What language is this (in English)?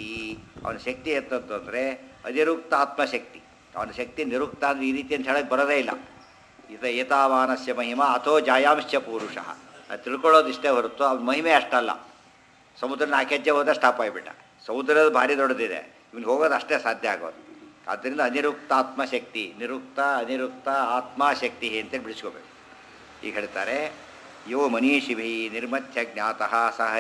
Kannada